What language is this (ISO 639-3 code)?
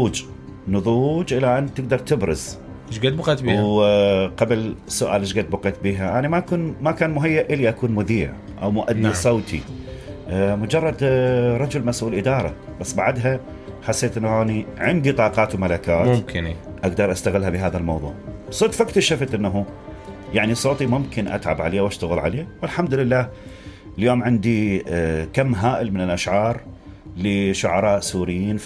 acm